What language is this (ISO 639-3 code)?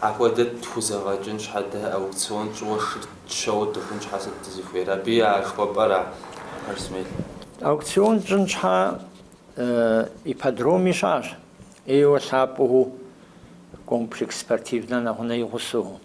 kbd